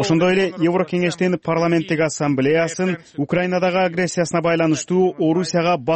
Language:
Kyrgyz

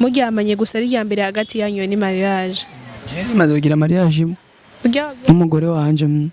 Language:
Rundi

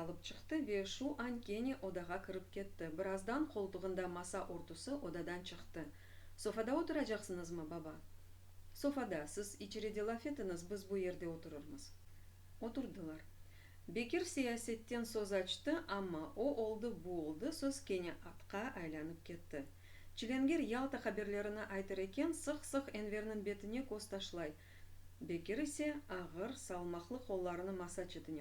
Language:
Crimean Tatar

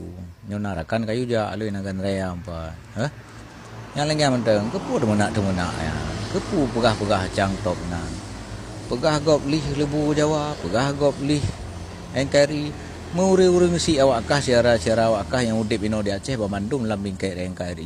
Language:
Achinese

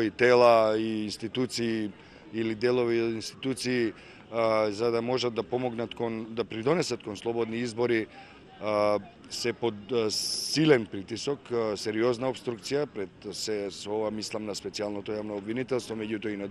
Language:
Macedonian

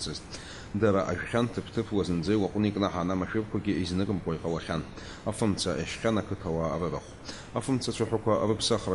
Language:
Abkhazian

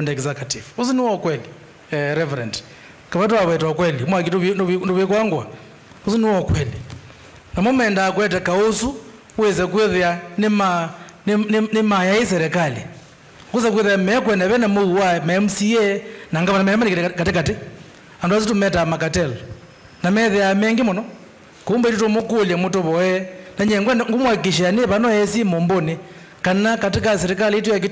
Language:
Kamba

